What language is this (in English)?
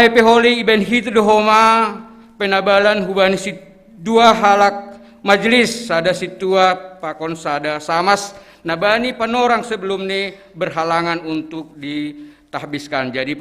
Batak Simalungun